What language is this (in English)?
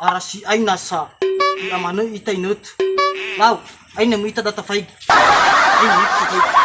Nias